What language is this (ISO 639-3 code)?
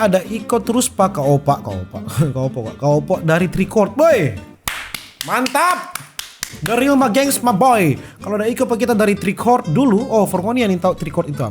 xmm